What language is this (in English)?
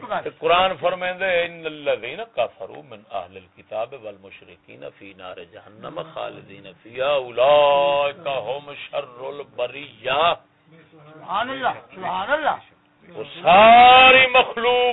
Saraiki